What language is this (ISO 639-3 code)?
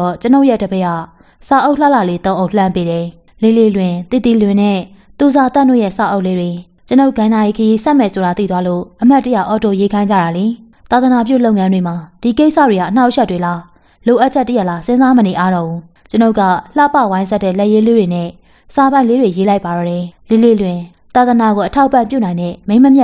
mya